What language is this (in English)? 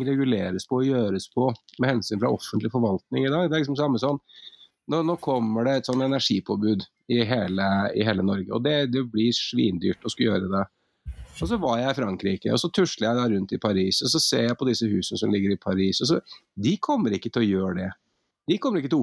Norwegian